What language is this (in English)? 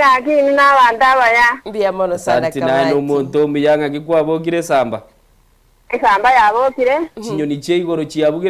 Gusii